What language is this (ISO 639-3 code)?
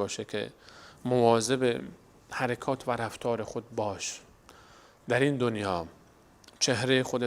fas